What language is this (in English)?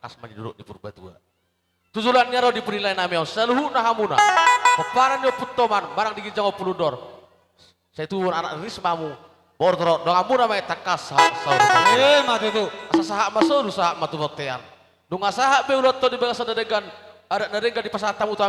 Batak Toba